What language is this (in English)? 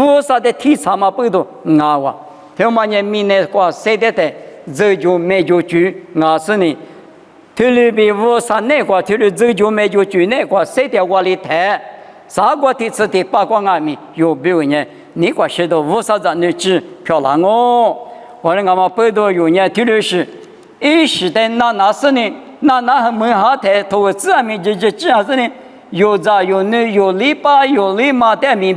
Lisu